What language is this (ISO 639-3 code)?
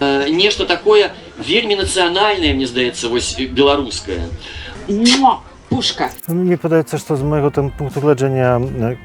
bel